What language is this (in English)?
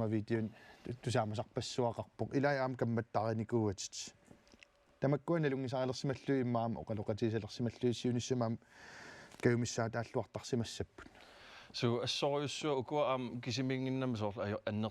Kalaallisut